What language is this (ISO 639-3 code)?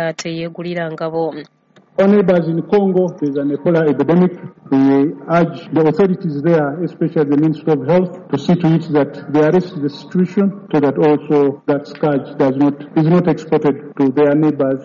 lug